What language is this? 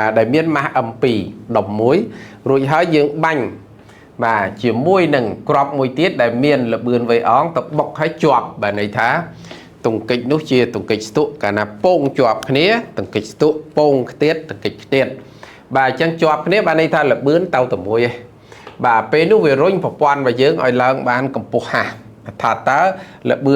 Khmer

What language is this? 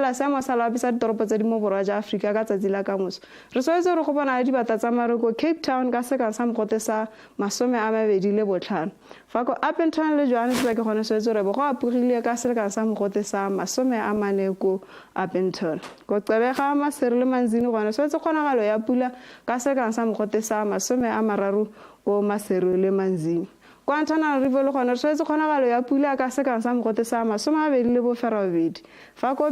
Tswana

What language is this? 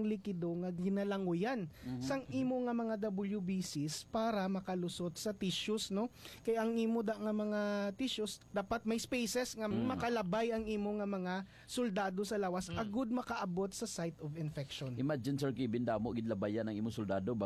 Hiligaynon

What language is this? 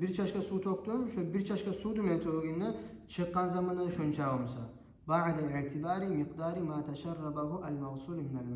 Kumyk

